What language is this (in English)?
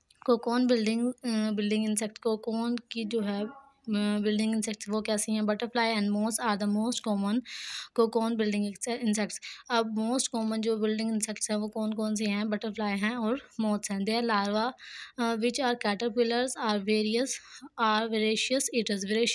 Hindi